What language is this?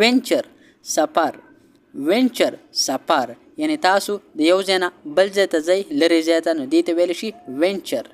Pashto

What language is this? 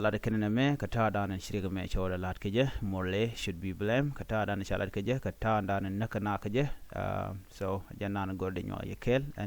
Nuer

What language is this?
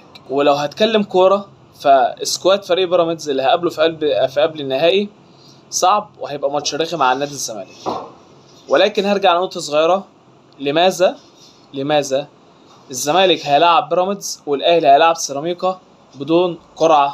Egyptian Arabic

